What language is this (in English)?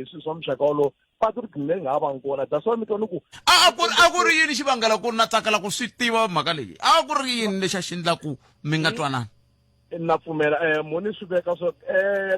Tsonga